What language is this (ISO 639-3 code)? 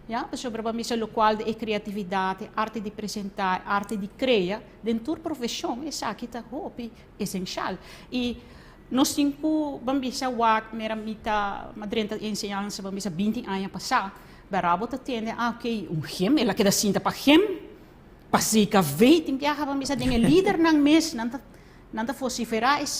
pap